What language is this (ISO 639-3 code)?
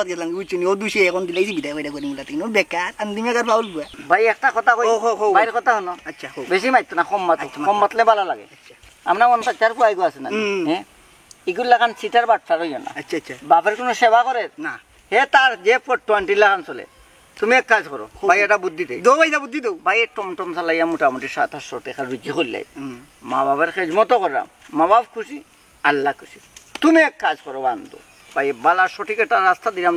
syl